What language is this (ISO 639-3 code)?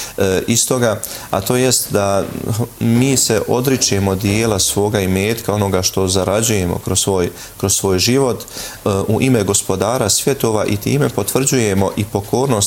bos